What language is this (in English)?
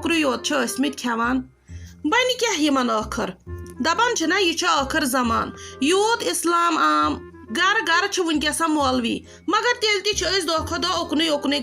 Kashmiri